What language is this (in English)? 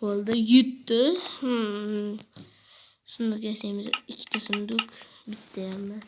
Uzbek